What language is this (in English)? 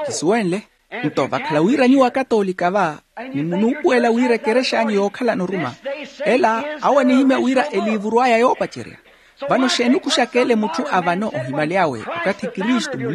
Makhuwa